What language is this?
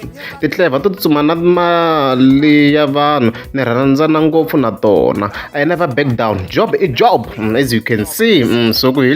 Tsonga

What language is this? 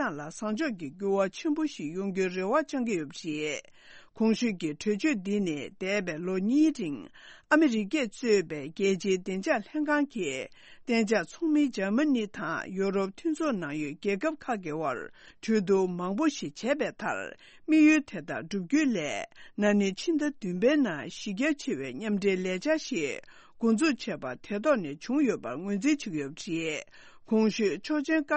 Tibetan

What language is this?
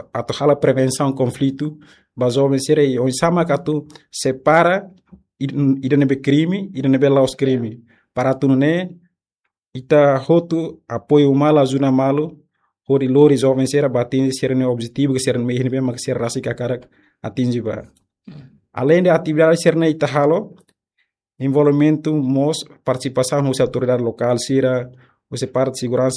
Tetum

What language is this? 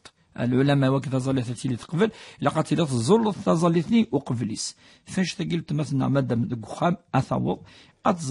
Kabyle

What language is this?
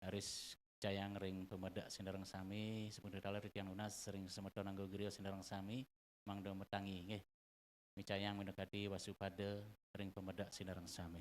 Balinese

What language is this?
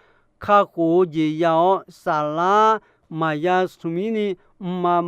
Akha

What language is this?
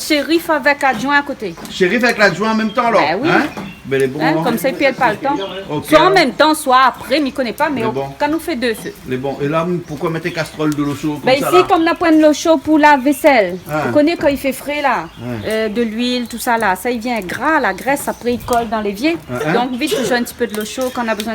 Réunion Creole French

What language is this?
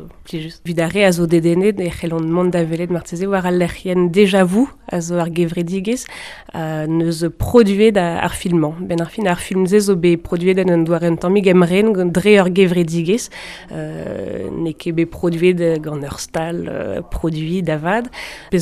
Breton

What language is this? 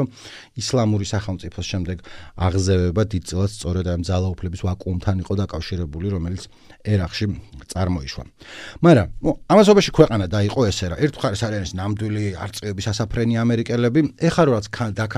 Georgian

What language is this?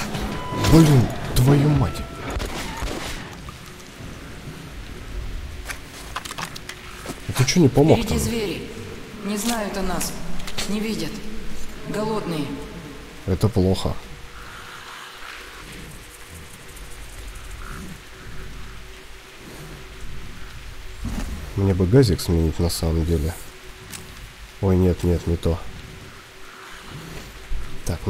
Russian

